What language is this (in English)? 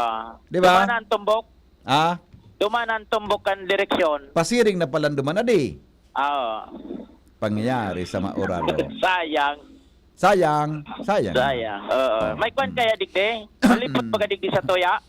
Bikol